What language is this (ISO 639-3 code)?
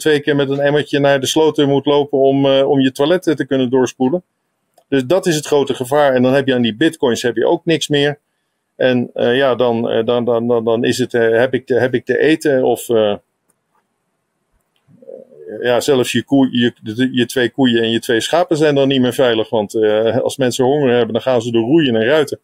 nld